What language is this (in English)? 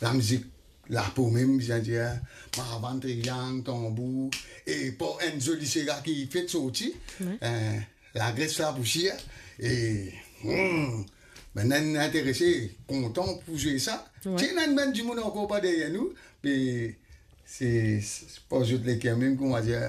Morisyen